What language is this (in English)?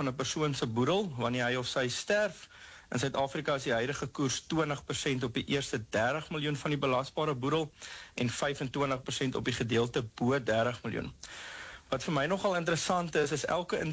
Afrikaans